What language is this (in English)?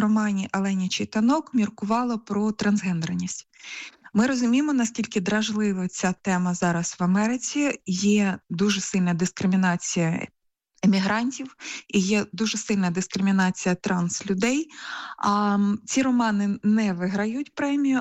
Ukrainian